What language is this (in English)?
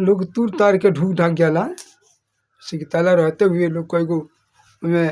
Bhojpuri